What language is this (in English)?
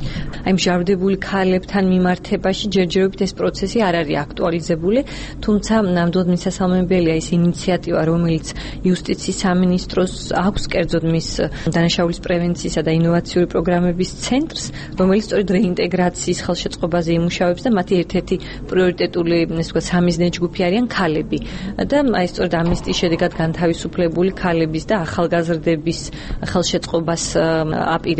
Georgian